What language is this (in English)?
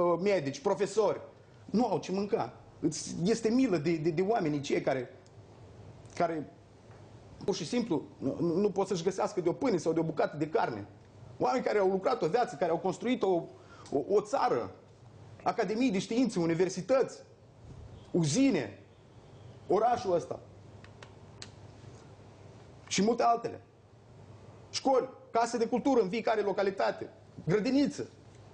Romanian